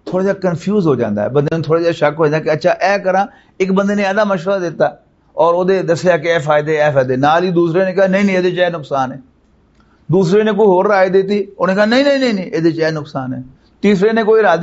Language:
Western Panjabi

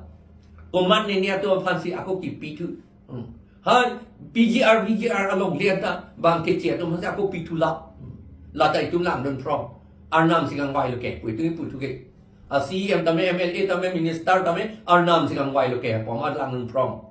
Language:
Karbi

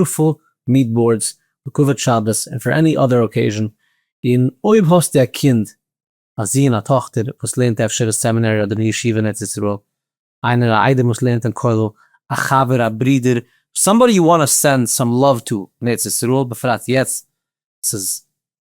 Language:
Yiddish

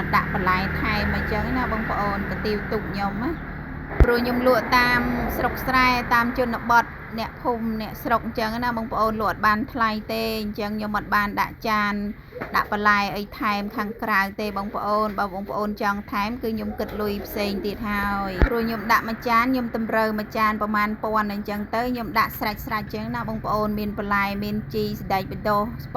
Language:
Khmer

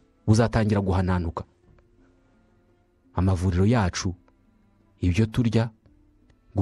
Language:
Kinyarwanda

